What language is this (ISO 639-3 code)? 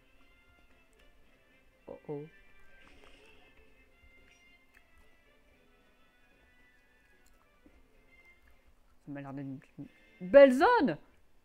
fra